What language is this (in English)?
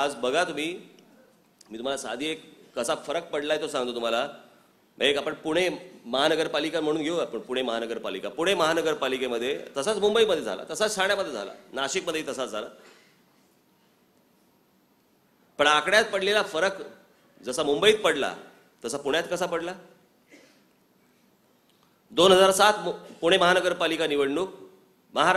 Marathi